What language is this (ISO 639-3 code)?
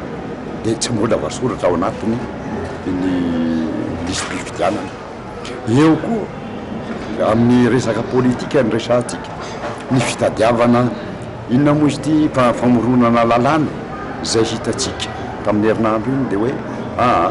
mlg